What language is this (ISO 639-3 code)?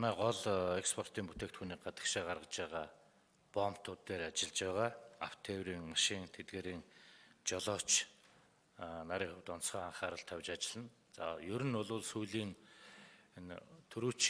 mon